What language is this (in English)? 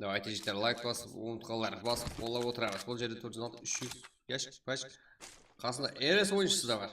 Kara-Kalpak